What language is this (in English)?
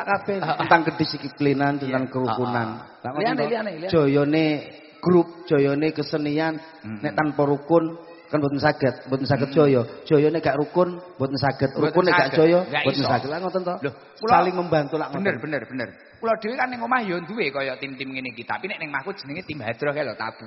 Javanese